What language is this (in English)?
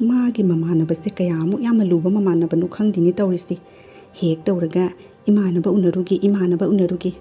Manipuri